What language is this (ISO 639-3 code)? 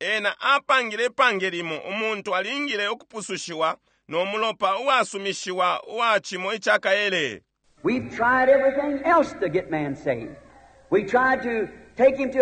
bem